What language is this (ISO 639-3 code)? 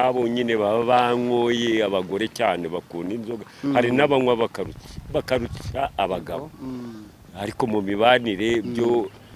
kin